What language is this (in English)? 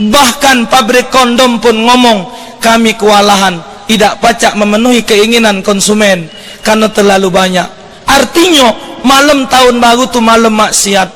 Musi